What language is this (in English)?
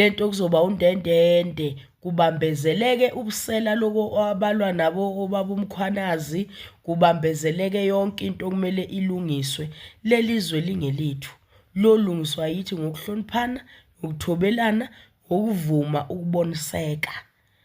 Zulu